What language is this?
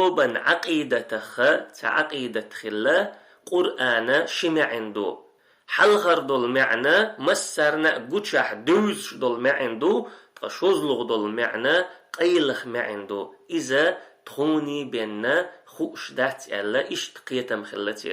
Chechen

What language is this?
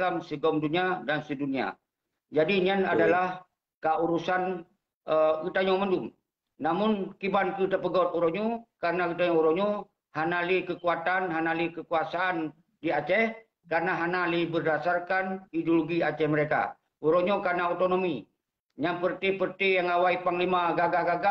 Achinese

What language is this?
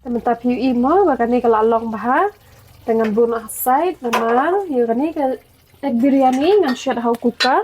Khasi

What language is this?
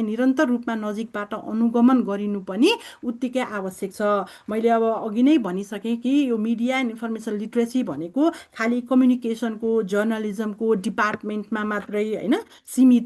Nepali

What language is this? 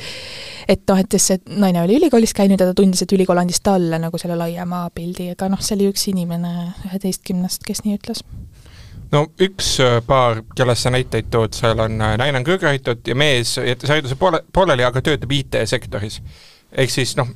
Estonian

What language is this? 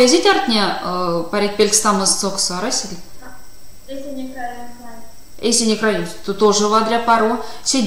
Erzya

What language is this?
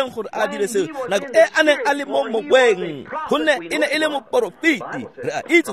Tswana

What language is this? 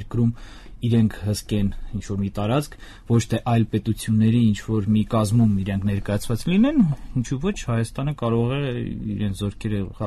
Armenian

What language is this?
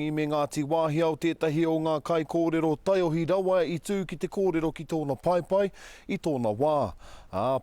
Māori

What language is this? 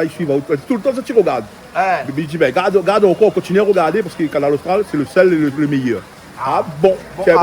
Réunion Creole French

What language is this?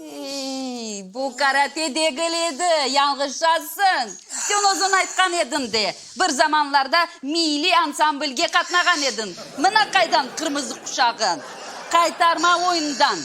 Crimean Tatar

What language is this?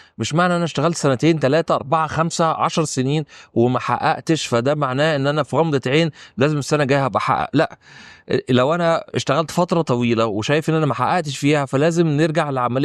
Egyptian Arabic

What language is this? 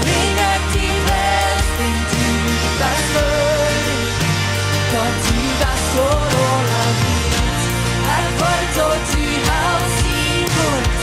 Plautdietsch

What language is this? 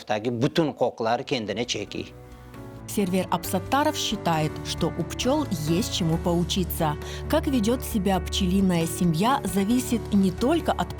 Crimean Tatar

